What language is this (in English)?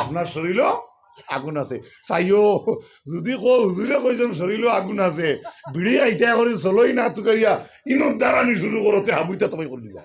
Sylheti